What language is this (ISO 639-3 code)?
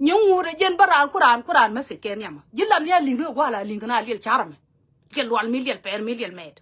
nus